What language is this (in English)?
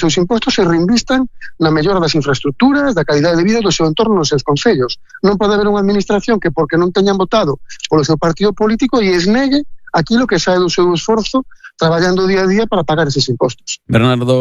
Galician